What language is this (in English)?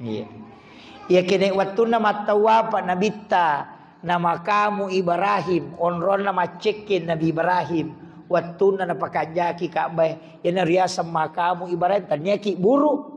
Buginese